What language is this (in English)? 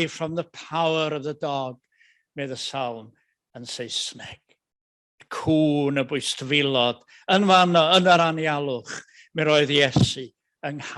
Welsh